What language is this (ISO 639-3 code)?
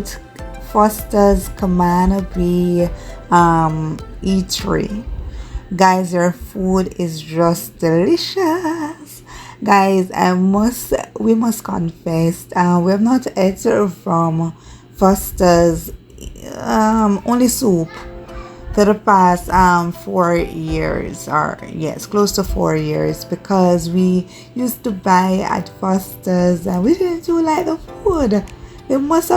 jam